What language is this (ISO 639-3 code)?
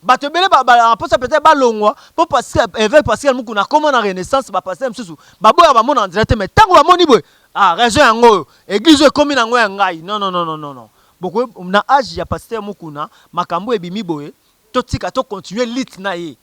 lin